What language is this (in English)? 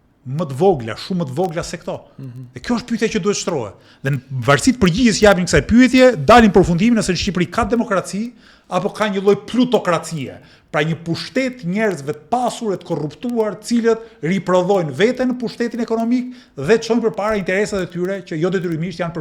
Albanian